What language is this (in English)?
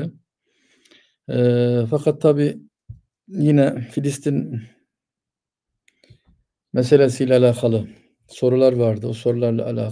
Turkish